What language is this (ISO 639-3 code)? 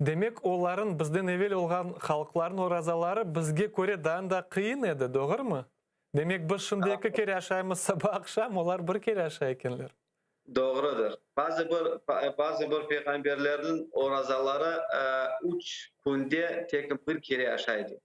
crh